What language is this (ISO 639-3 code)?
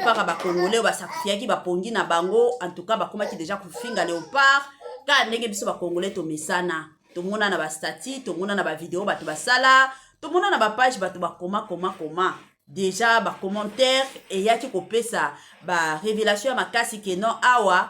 lin